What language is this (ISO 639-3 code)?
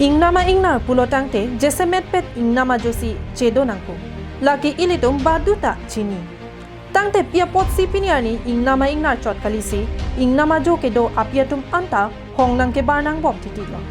mjw